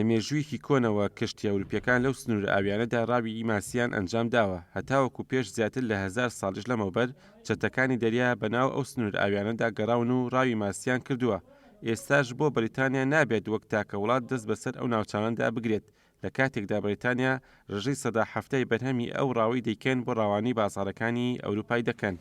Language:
Central Kurdish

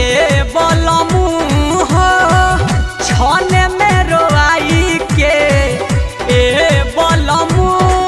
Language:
Bhojpuri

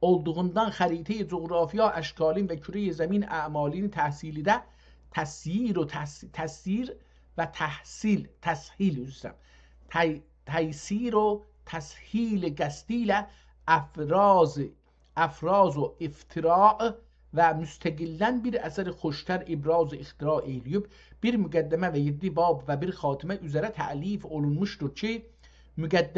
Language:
South Azerbaijani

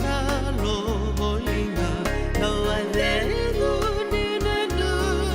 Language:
Fijian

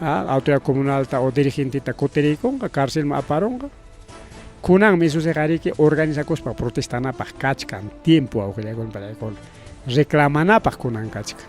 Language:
Ayacucho Quechua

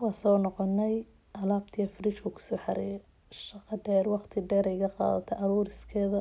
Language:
Somali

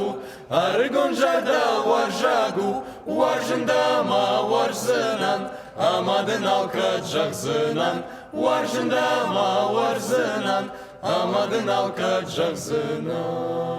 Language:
Ossetic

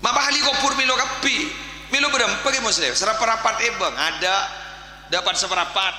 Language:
Madurese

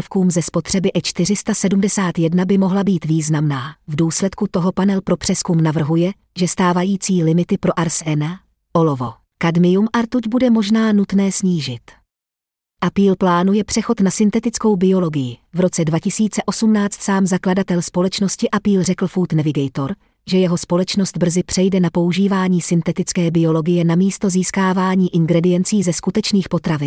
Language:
Czech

